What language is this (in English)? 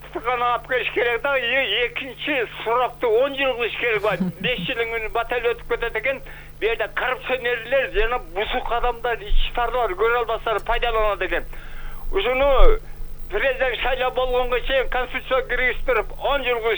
Kyrgyz